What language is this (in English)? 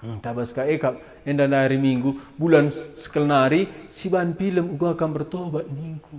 Batak Karo